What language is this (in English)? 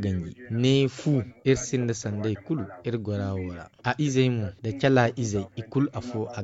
Zarma